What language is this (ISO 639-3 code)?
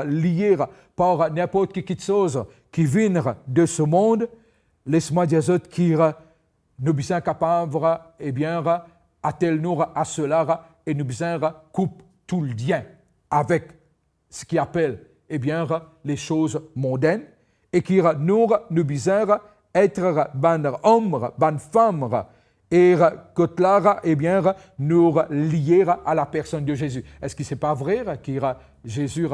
mfe